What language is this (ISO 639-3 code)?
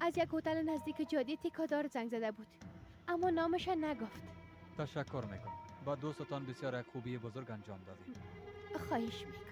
fas